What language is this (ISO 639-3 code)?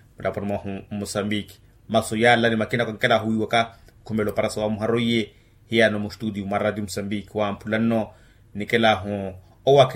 vmw